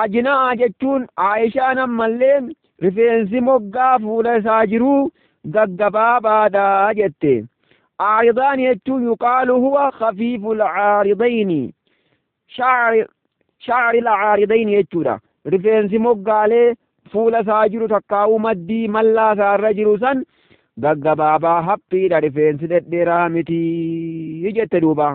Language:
Oromo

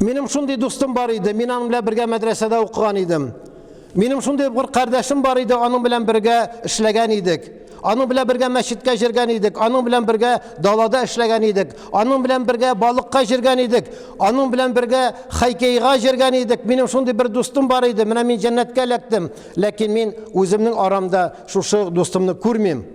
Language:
Tatar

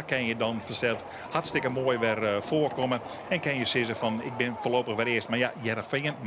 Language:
Western Frisian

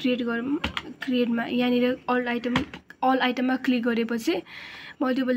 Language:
Nepali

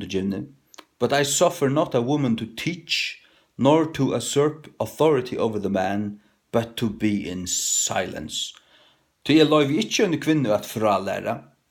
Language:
Faroese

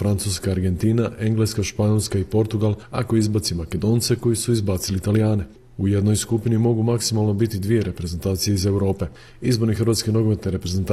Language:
Croatian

